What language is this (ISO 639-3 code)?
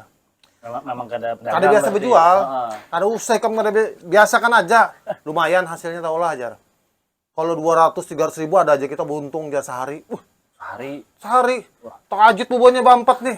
bjn